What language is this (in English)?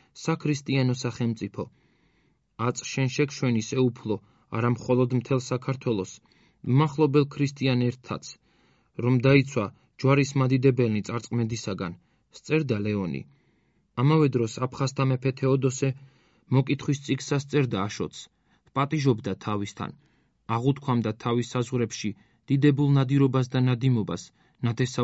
Georgian